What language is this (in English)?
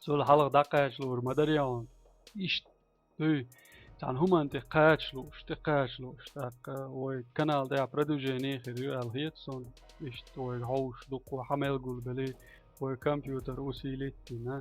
Chechen